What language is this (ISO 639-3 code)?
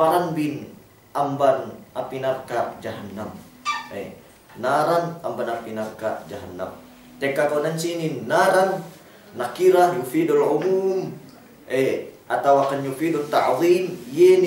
yka